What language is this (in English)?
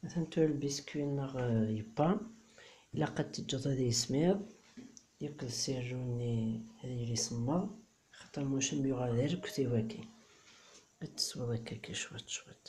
Kabyle